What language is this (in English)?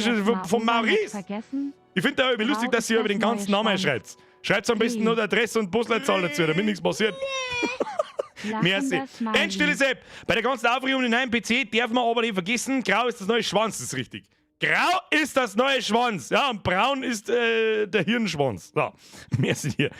Bavarian